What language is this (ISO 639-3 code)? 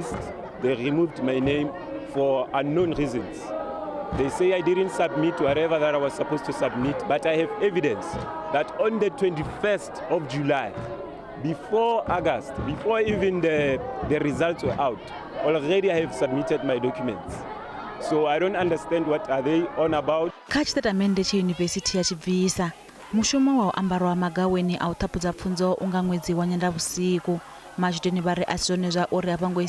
ven